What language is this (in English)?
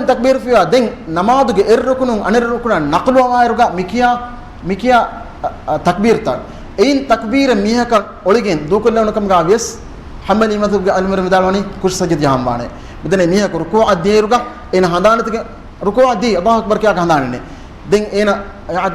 Divehi